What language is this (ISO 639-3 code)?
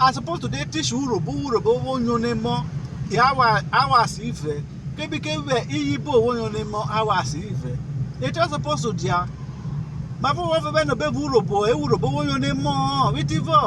urh